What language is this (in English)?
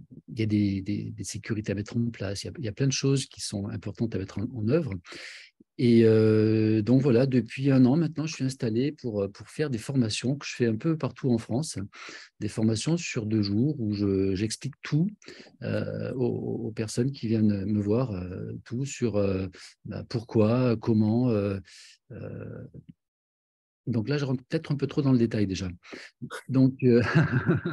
French